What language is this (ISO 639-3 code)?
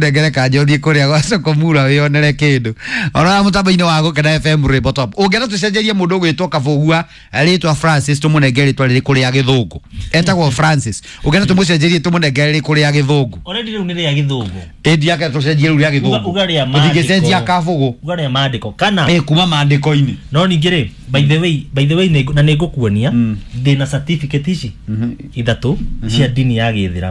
kik